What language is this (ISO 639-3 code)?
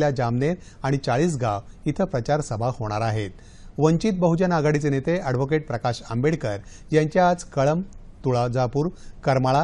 mar